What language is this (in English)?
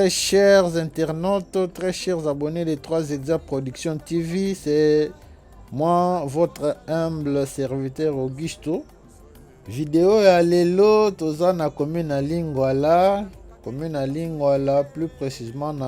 Lingala